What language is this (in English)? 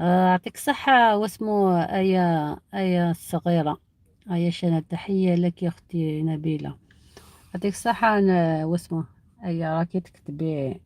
Algerian Arabic